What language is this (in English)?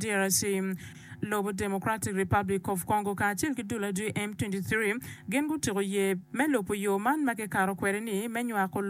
Acoli